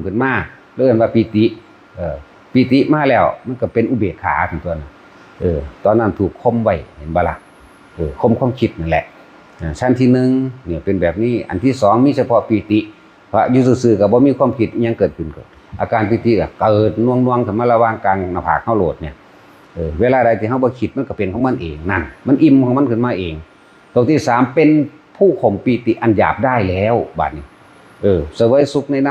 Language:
Northeastern Thai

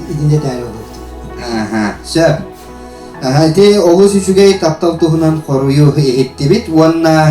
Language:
Yakut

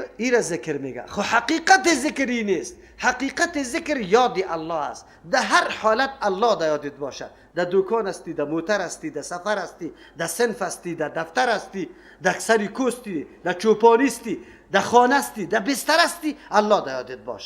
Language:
Persian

